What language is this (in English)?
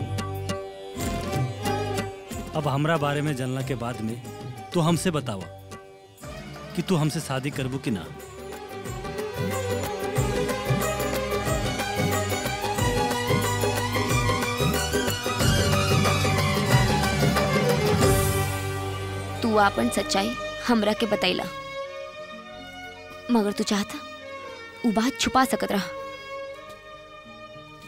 Bhojpuri